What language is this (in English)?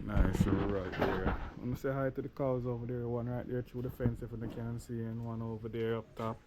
Jamaican Creole English